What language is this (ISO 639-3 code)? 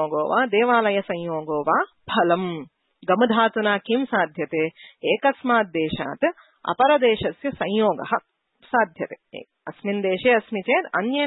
san